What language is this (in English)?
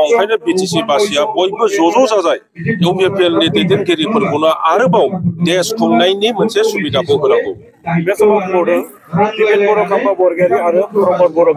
Bodo